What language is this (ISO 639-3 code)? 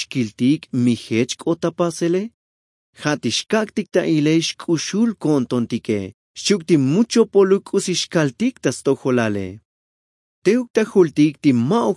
tzo